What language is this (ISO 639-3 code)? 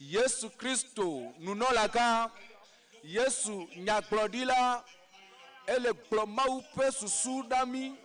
ewe